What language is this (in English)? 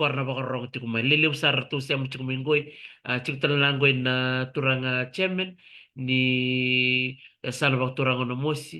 Fijian